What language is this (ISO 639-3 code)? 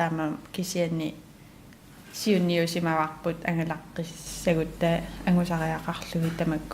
kal